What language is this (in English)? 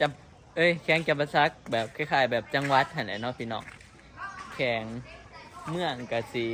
Northeastern Thai